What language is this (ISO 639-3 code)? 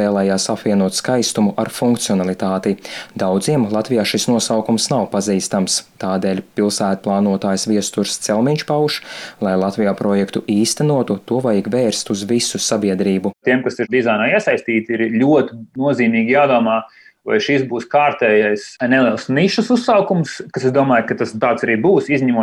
lav